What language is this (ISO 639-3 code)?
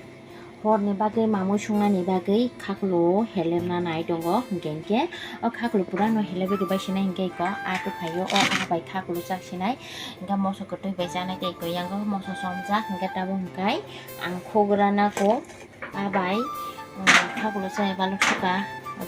trp